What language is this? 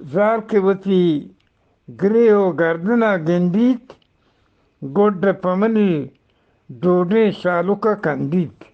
Eastern Balochi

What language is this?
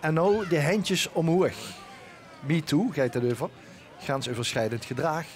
Limburgish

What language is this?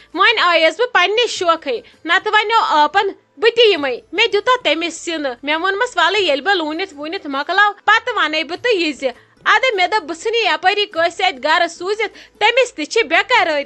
Kashmiri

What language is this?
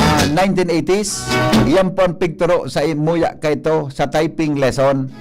Bikol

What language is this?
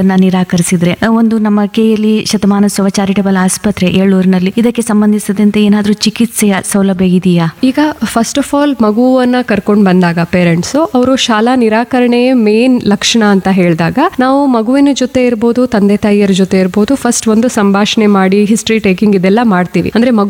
Kannada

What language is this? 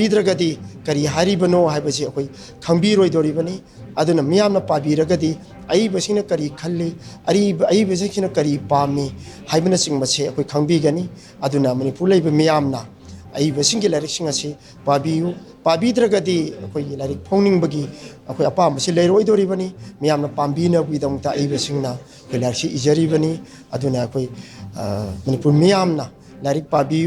Manipuri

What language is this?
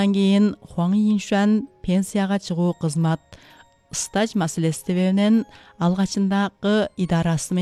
Kyrgyz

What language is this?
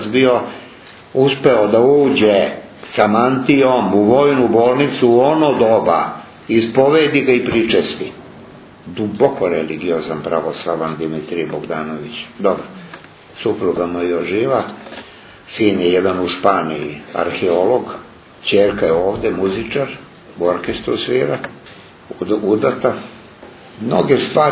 Serbian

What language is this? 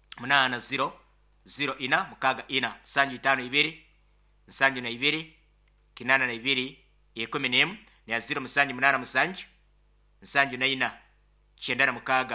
Nyoro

